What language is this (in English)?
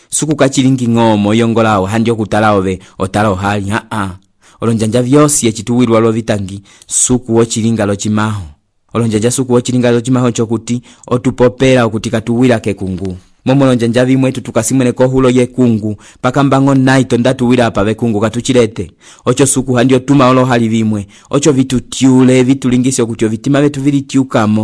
Umbundu